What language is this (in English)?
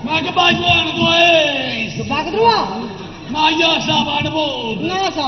Neapolitan